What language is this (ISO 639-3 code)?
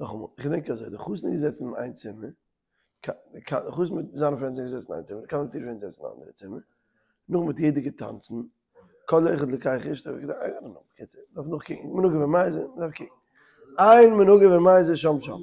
yid